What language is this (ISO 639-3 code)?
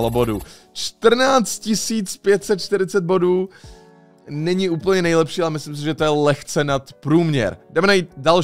ces